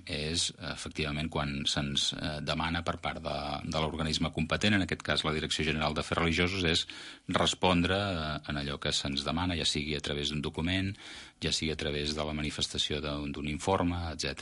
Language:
Catalan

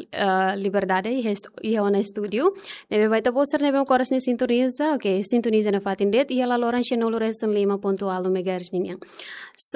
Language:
Tetum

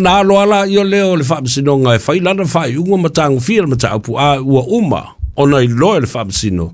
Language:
Samoan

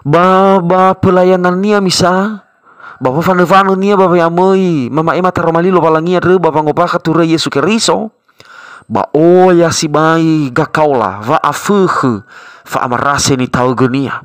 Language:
Nias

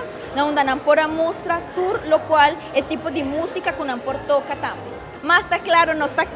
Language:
Papiamento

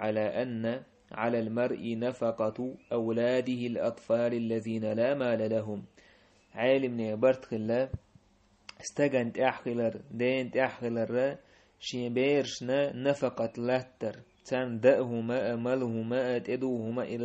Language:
Chechen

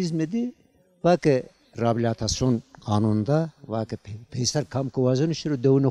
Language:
Zaza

